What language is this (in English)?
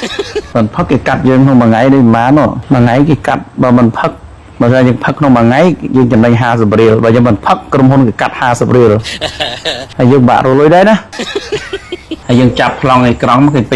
Khmer